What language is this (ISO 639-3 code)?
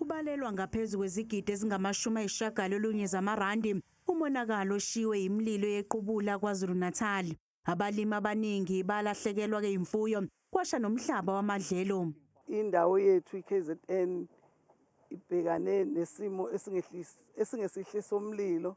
zul